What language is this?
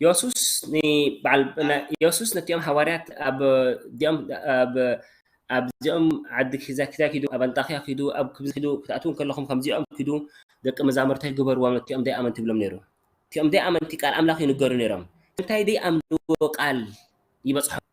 Tigrinya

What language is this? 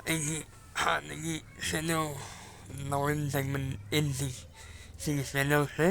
Manipuri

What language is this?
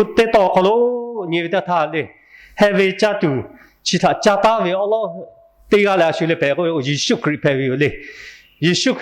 Lahu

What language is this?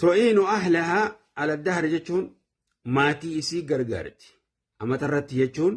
Oromo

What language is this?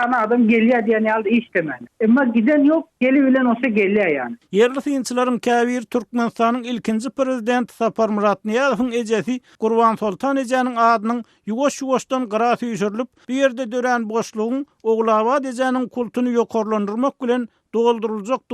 Turkmen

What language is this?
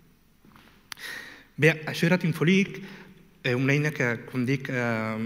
Catalan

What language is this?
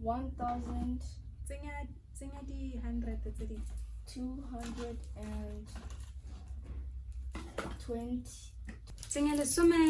Tswana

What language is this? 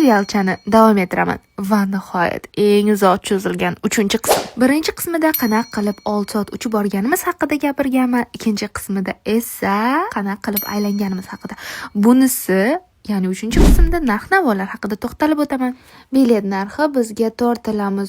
Uzbek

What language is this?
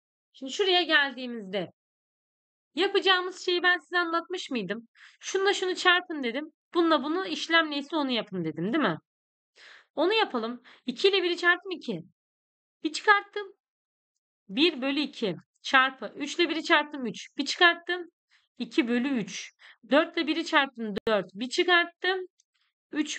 Turkish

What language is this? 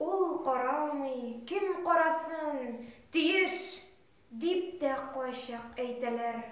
Tatar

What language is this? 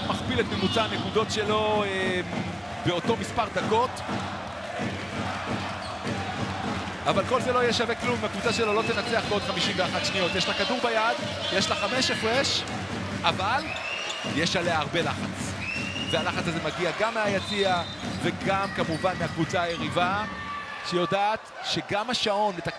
Hebrew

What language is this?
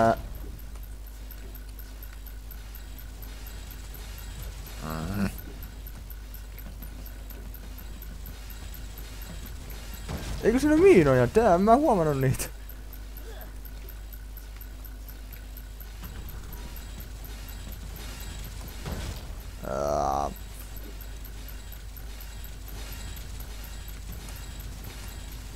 Finnish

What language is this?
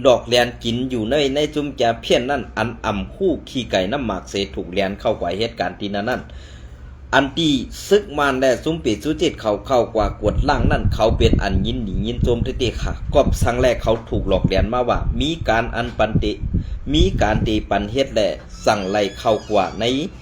Shan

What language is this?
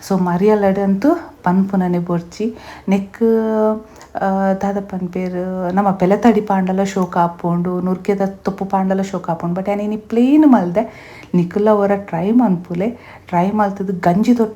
Tulu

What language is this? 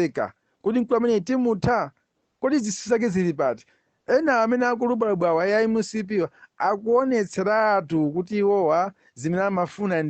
Nyanja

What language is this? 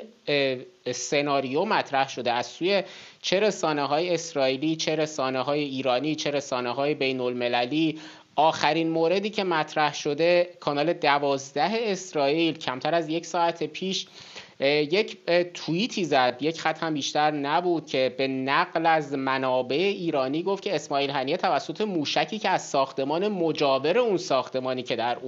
Persian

